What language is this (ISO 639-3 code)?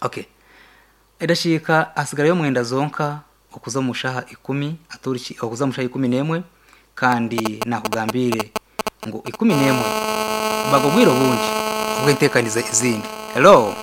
nyn